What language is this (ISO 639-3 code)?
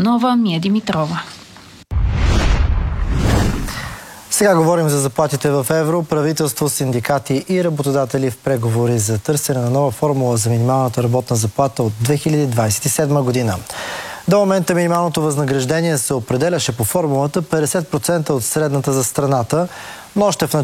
bul